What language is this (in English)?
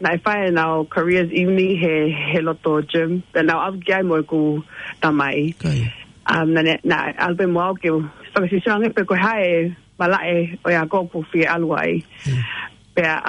Tongan